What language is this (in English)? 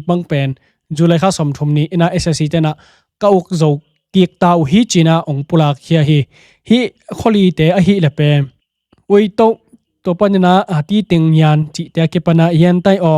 Tedim Chin